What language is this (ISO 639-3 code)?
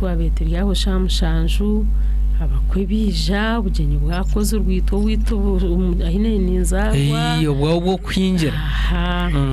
nyn